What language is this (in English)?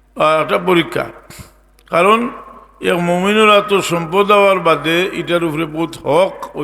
Sylheti